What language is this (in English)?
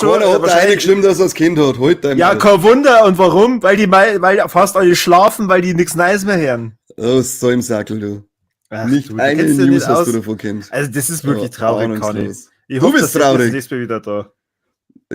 Bavarian